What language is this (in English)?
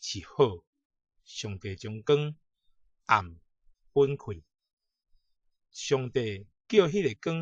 Min Nan Chinese